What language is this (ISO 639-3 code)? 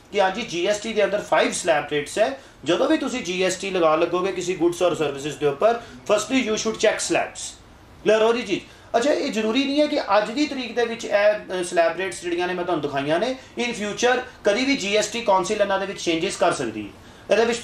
pan